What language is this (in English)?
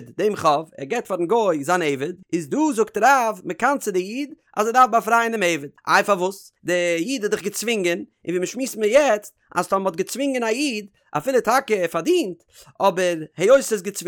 Yiddish